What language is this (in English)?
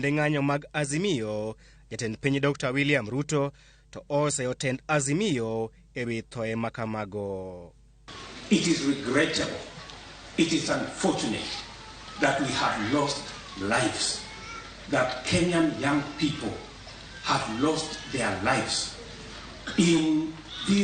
Luo (Kenya and Tanzania)